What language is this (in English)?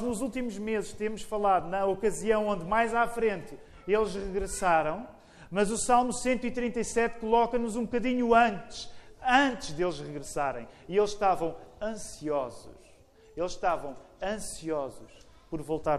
Portuguese